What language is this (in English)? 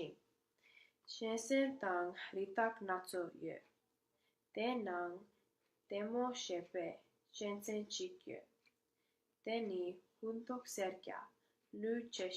Tibetan